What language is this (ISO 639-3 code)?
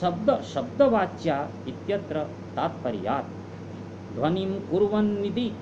san